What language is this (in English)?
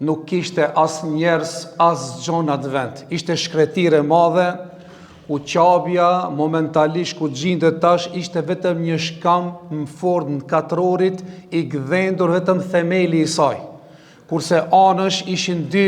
Albanian